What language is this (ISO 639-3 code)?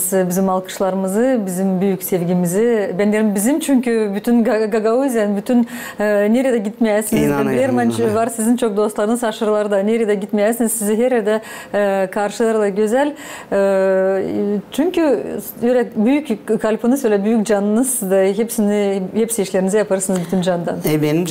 gag